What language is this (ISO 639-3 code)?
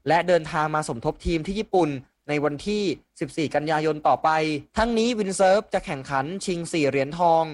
tha